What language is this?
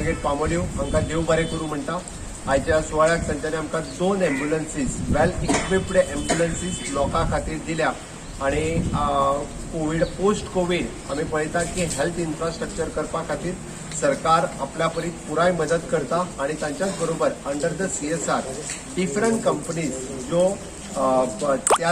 Konkani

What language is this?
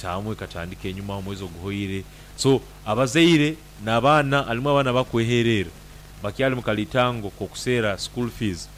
Nyankole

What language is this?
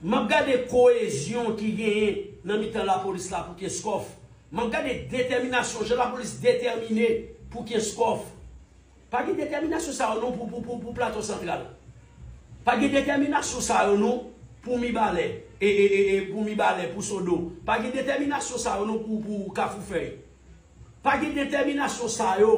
Haitian Creole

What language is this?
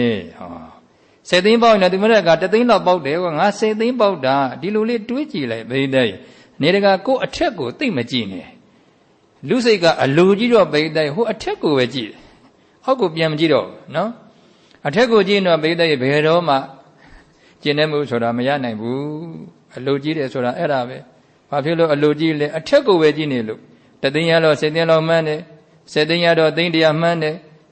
Burmese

